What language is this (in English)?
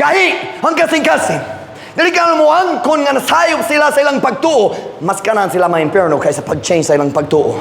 Cebuano